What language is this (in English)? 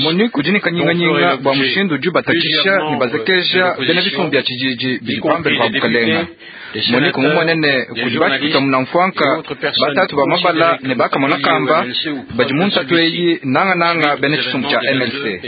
Luba-Lulua